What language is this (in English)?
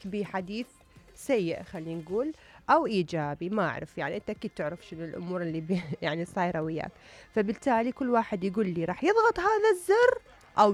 Mesopotamian Arabic